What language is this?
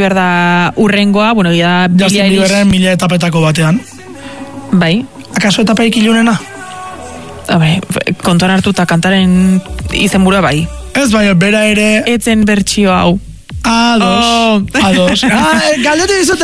Basque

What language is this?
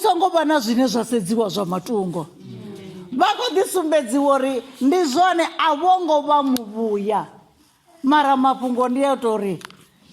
Venda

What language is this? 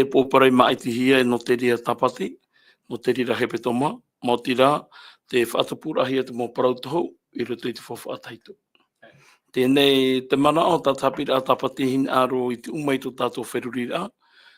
Tahitian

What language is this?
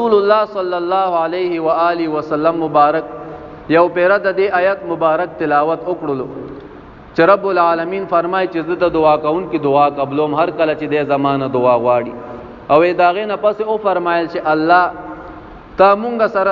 Pashto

